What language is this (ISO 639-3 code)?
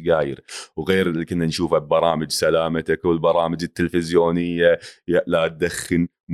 afb